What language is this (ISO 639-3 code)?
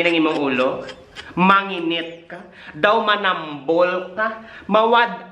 hil